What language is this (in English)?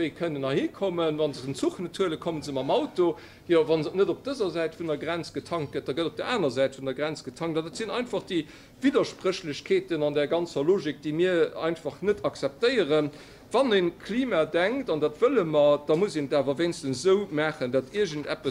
Luxembourgish